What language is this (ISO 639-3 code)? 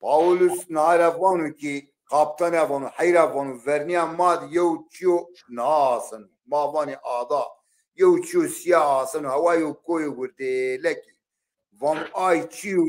zza